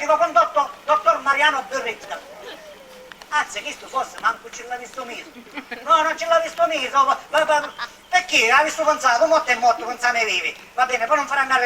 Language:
Sicilian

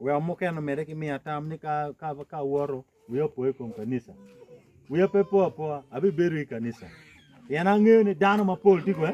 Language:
Acoli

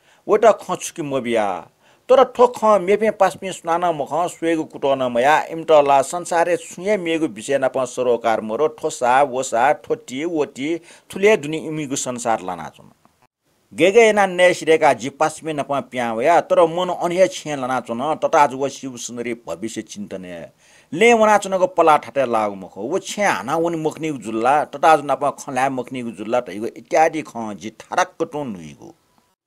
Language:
Newari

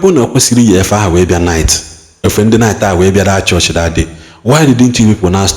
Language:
Igbo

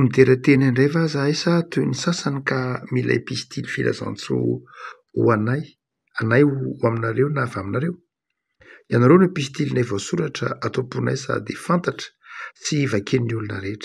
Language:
Malagasy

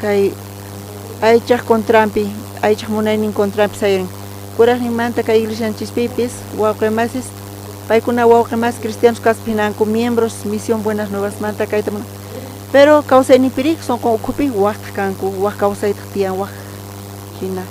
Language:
South Bolivian Quechua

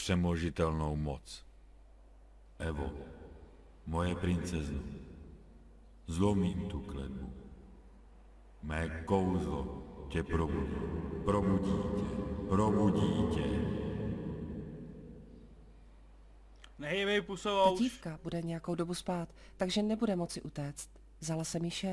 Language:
Czech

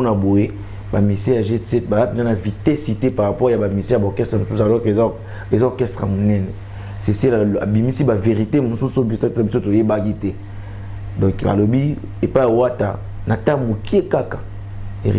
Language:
Lingala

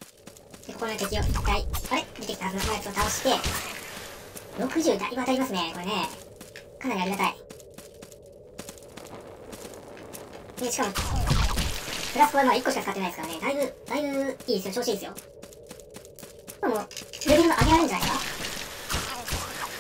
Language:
Japanese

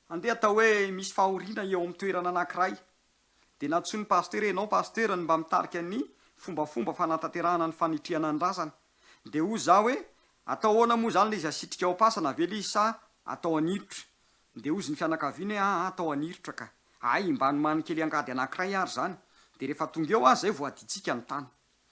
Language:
Malagasy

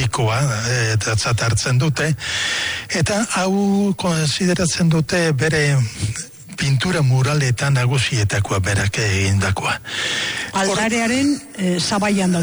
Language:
Basque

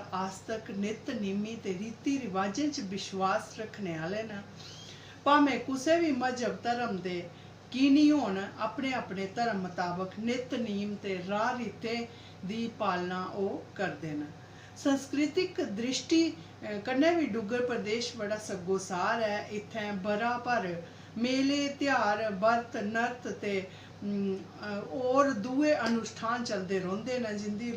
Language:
Dogri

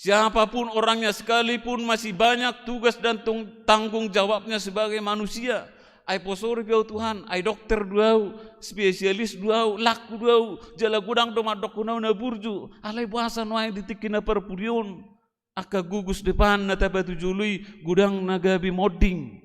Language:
Batak Toba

